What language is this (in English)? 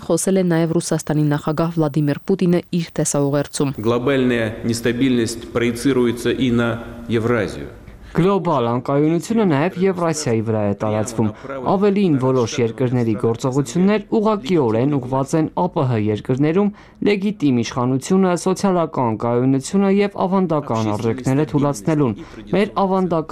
Armenian